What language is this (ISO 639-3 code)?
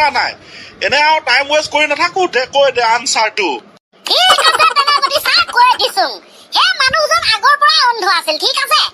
asm